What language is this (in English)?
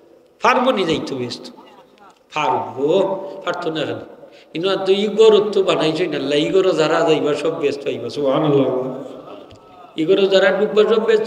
Sylheti